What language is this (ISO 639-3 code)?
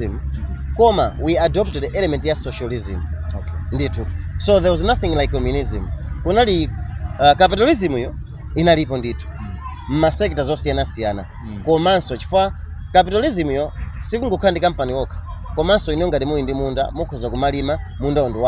nya